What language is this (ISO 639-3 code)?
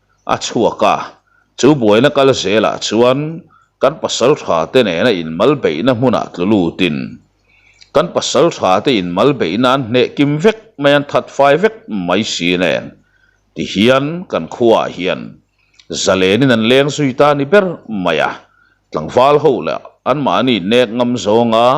lus